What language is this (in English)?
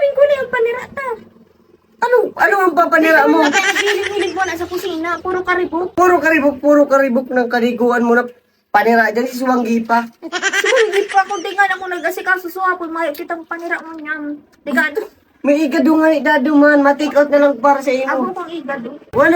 Bikol